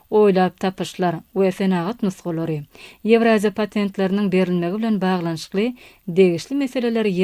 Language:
Turkmen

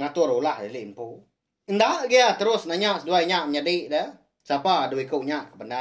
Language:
Iban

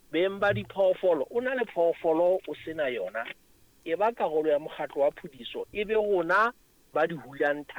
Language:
Southern Sotho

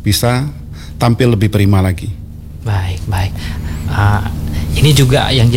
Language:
Indonesian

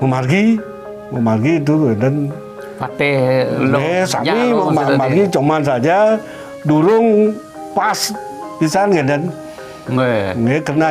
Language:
Balinese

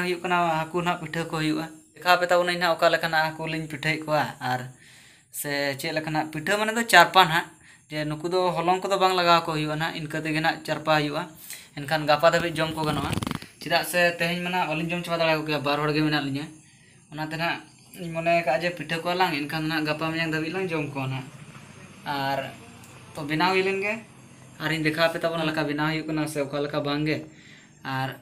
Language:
Santali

